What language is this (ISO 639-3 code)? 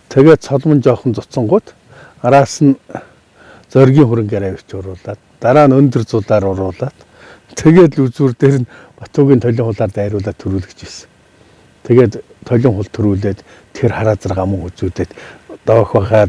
mon